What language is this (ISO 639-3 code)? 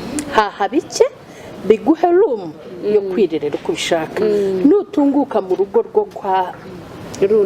kin